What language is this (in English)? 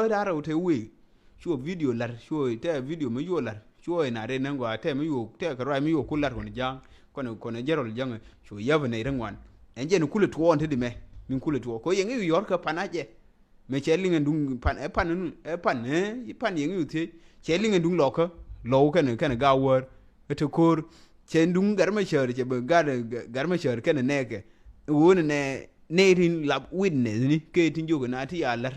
Nuer